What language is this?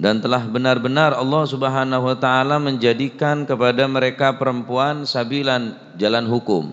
Madurese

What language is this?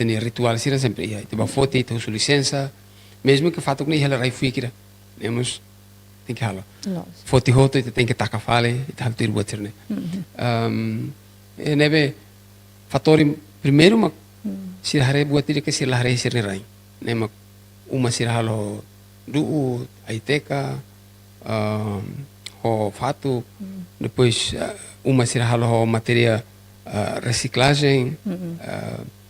Tetum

